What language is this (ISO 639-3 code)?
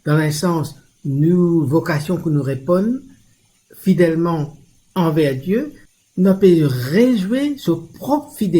mfe